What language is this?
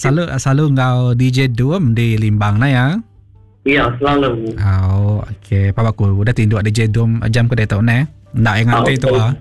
Iban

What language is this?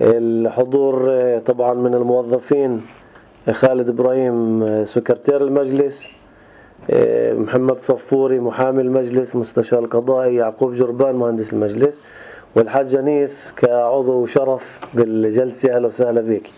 North Levantine Arabic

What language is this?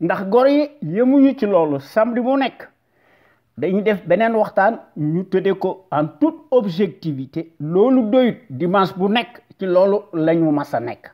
Wolof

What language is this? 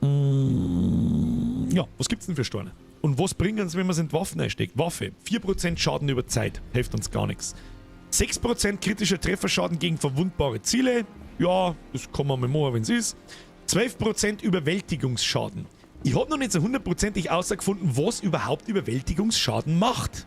Bavarian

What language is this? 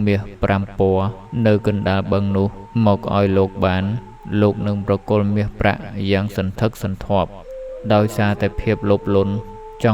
Khmer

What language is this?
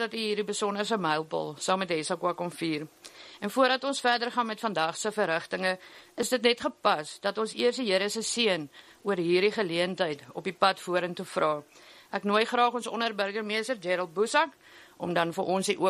Afrikaans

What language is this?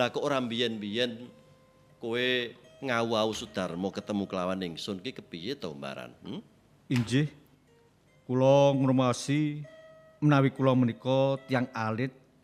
Javanese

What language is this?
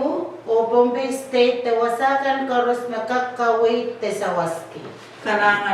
Pohnpeian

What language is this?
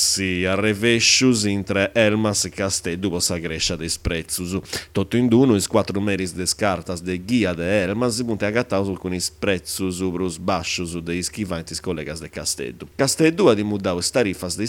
Sardinian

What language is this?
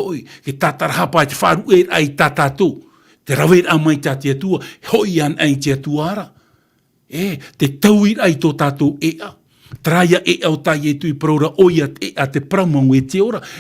Tahitian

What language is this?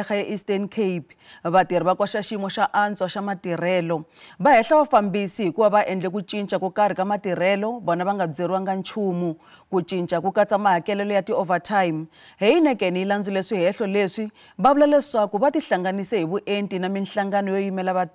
Tsonga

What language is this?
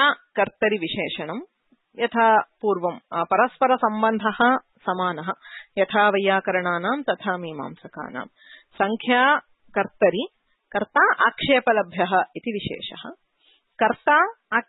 Sanskrit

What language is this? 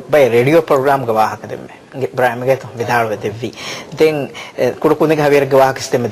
Divehi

